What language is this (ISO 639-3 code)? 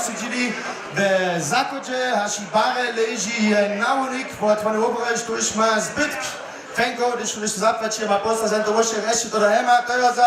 hsb